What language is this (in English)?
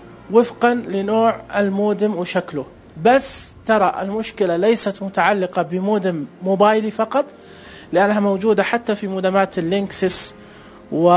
Najdi Arabic